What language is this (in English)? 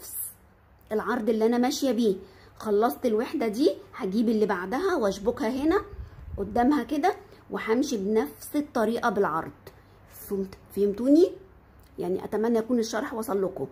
Egyptian Arabic